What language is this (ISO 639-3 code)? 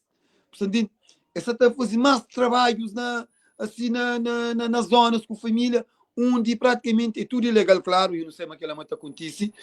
kea